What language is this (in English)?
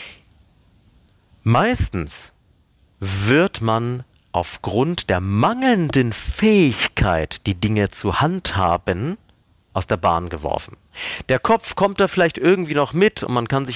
German